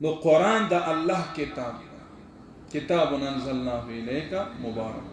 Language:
Pashto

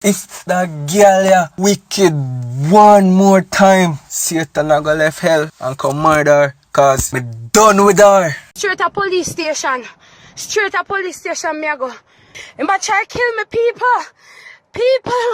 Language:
Jamaican Creole English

